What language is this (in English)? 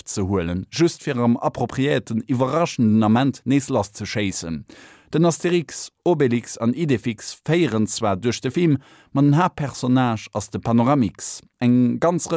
Luxembourgish